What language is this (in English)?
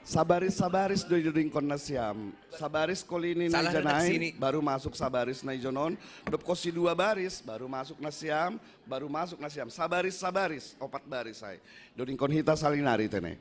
Batak Simalungun